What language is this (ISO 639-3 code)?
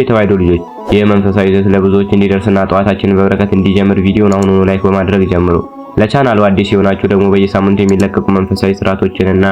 amh